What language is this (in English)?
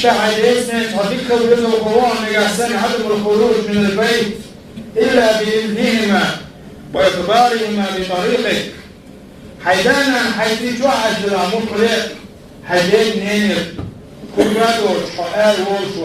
Chechen